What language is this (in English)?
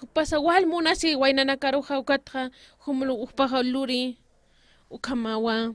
Aymara